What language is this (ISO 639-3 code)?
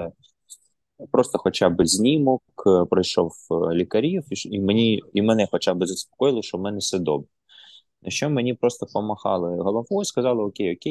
ukr